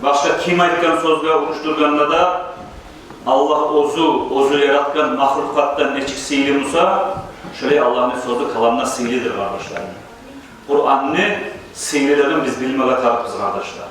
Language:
Kumyk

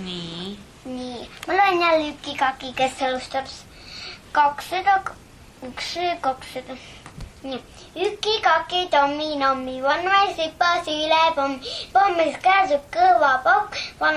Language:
Estonian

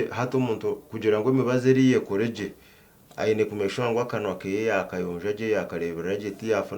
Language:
Nyankole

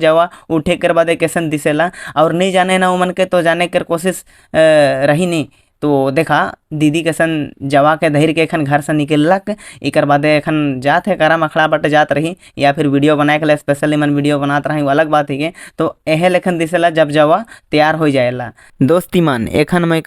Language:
Sadri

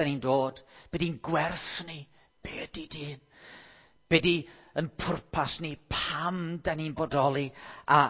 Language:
Welsh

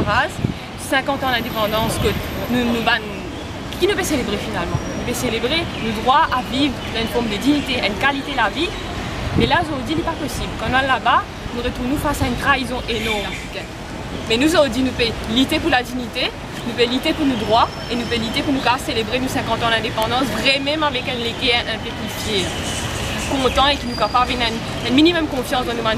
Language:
Morisyen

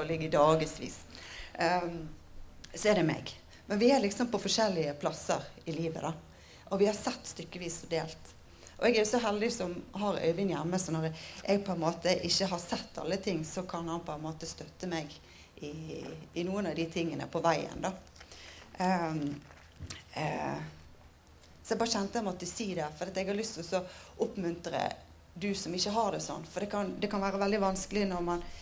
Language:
Norwegian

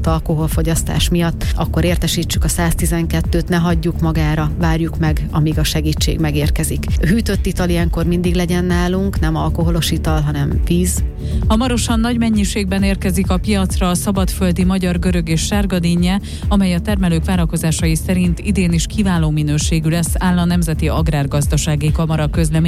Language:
Hungarian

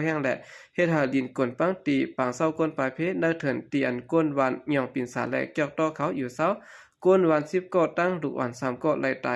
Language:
Shan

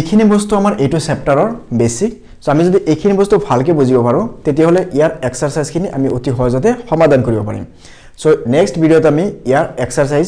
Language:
Assamese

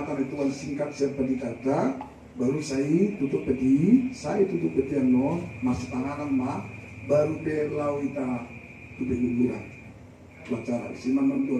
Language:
Batak Toba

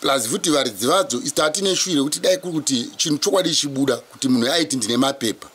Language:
Shona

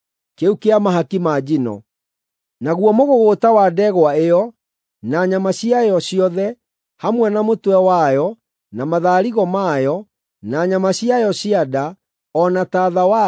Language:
Kikuyu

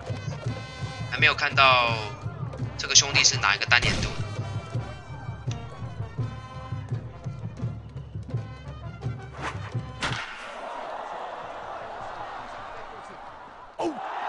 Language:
Chinese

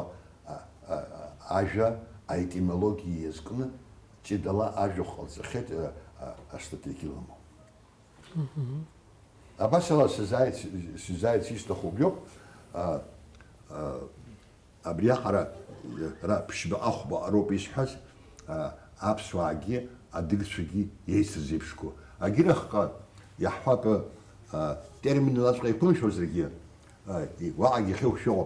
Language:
Abkhazian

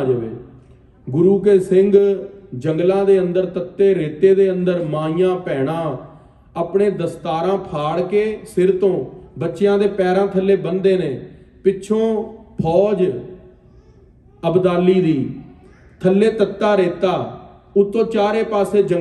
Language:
Punjabi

